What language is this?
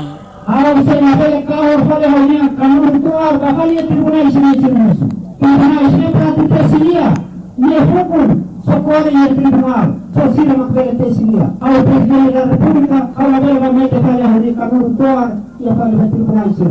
Tetum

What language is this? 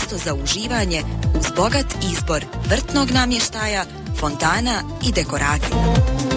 Bosnian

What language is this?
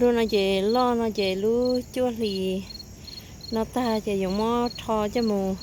Hmong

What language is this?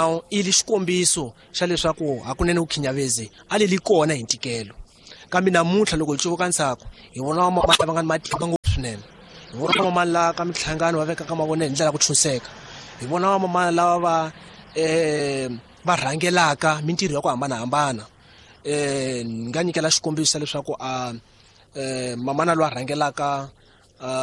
Tsonga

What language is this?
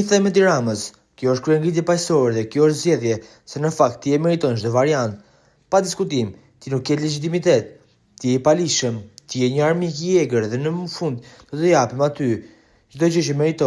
Albanian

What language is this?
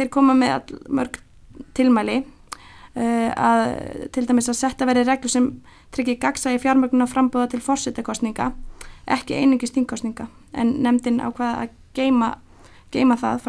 Icelandic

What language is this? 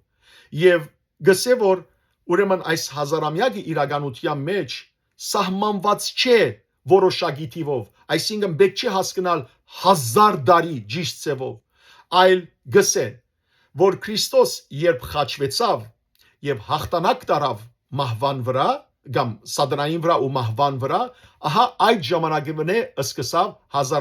Western Armenian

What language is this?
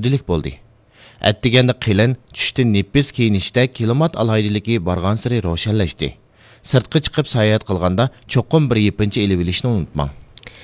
Uyghur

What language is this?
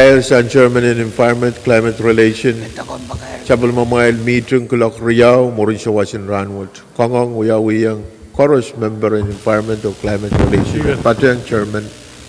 Pohnpeian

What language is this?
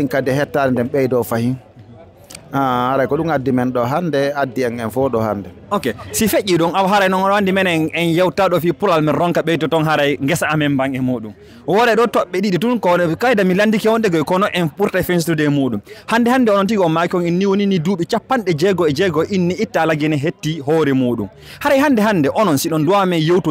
Fula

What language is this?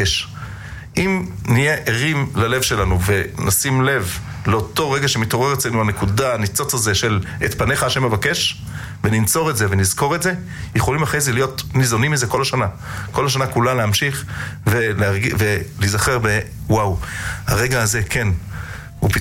Hebrew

